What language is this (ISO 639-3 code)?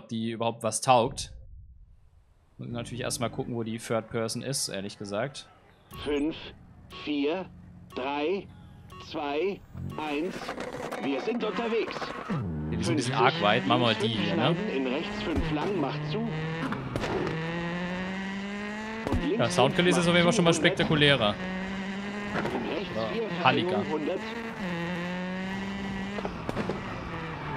deu